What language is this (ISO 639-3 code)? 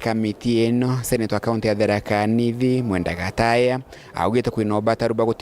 mer